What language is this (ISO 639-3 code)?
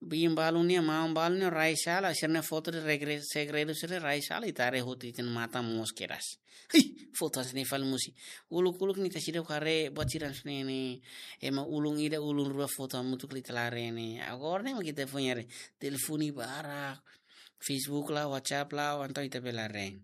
tet